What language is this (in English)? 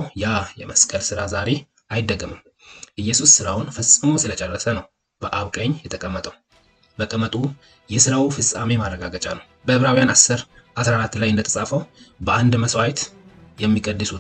Amharic